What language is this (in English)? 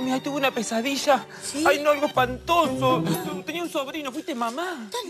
Spanish